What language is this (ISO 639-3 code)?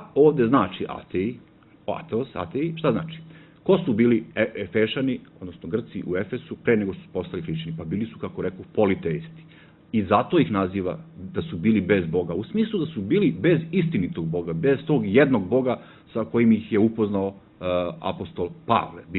srp